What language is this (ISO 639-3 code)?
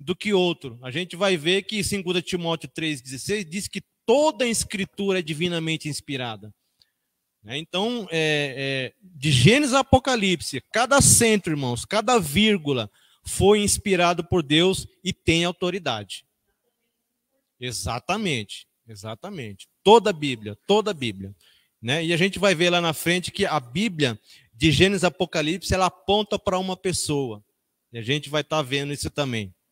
por